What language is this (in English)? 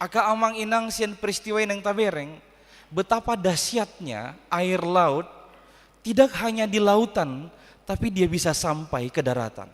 Batak Toba